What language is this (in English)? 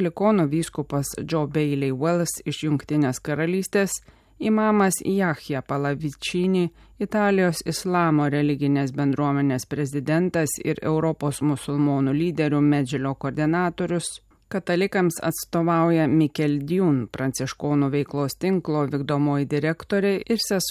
Lithuanian